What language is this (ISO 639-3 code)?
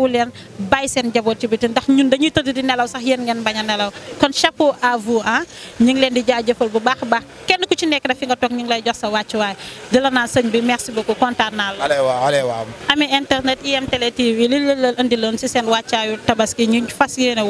wol